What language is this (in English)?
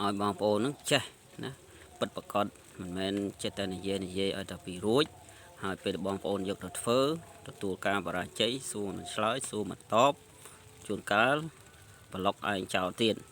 Khmer